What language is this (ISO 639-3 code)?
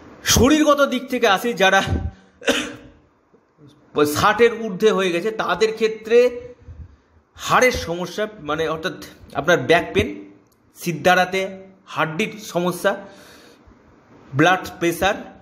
ben